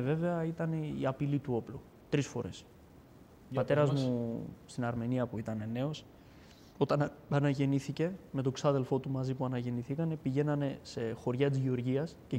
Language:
Greek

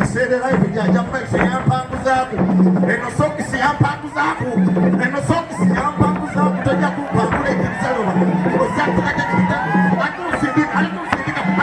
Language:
Soga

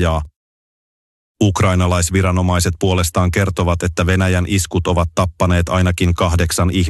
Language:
Finnish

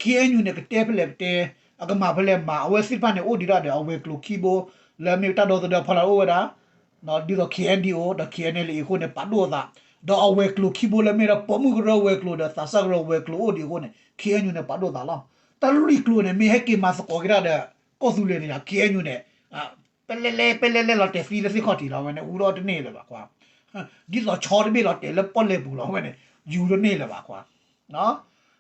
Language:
S'gaw Karen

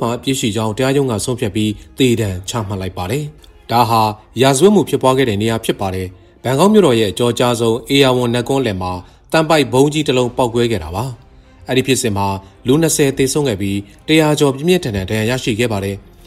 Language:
Burmese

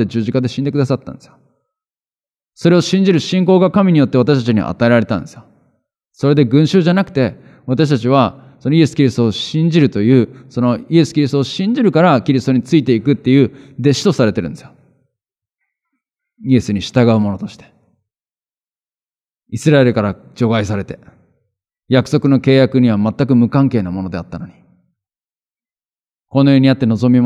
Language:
Japanese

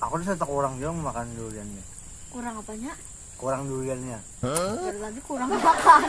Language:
Banjar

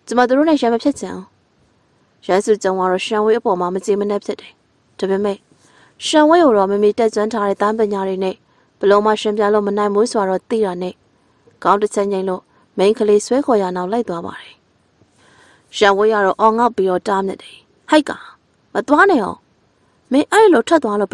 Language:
Burmese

